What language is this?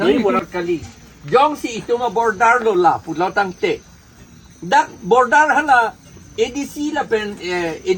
Karbi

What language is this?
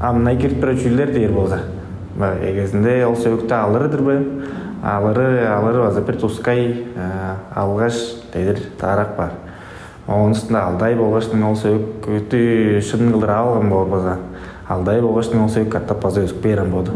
Tuvinian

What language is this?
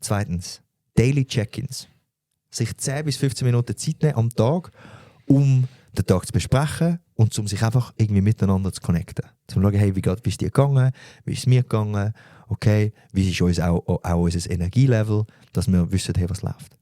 Swiss German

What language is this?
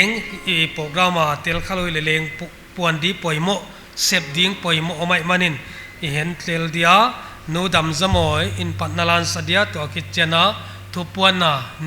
Paite Chin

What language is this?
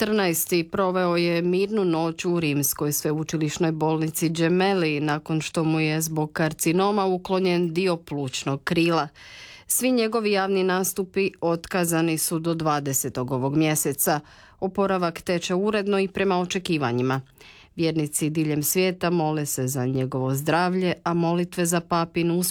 Croatian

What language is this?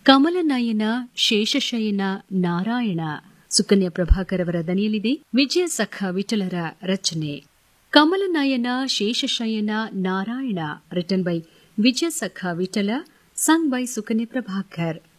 Kannada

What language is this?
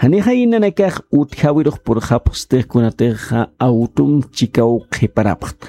Aymara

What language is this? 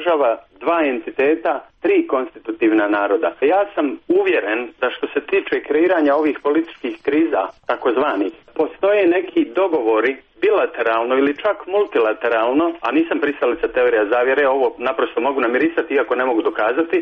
Serbian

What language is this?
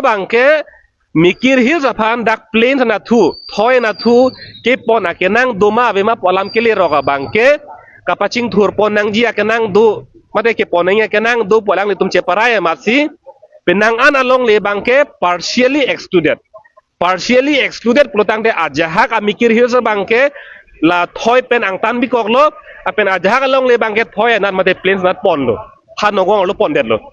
Karbi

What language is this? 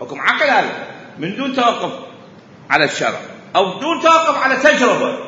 Mesopotamian Arabic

